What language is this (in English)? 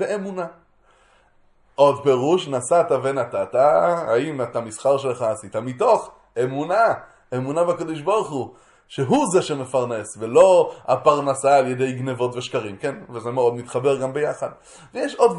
Hebrew